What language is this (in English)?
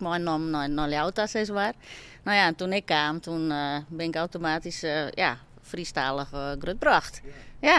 Western Frisian